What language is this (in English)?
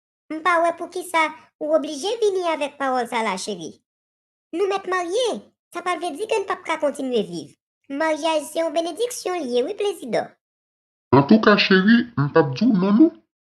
Haitian Creole